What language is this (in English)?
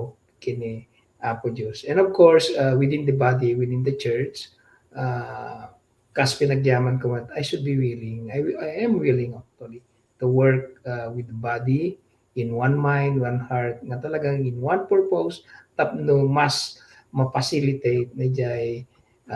Iloko